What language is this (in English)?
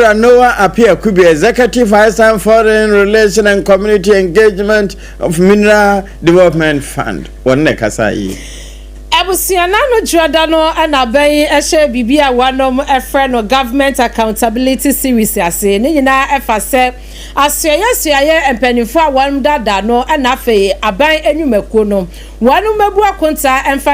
Akan